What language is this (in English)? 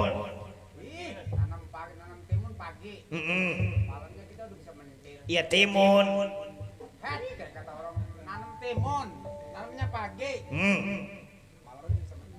Betawi